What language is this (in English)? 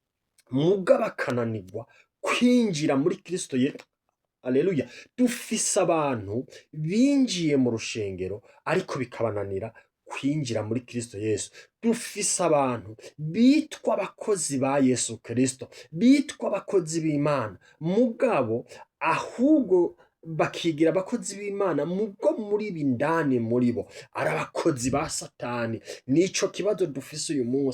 Rundi